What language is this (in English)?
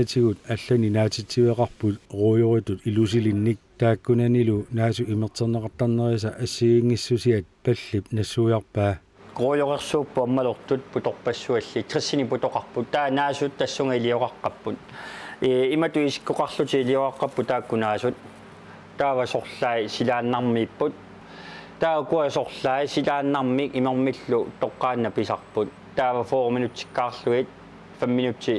Kalaallisut